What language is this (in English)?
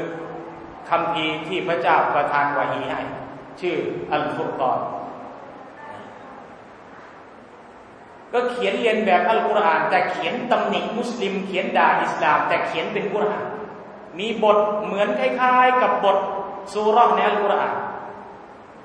Thai